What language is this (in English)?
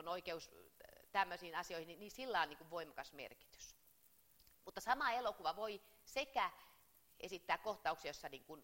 Finnish